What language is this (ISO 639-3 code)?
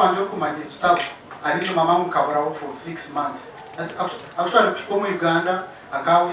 nyn